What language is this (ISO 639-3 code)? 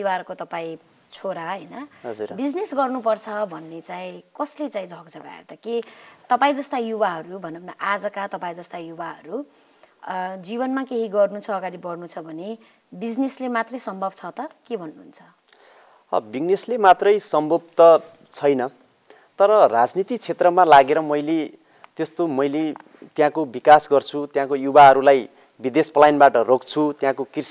nep